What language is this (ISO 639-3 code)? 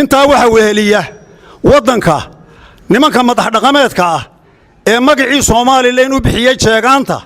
som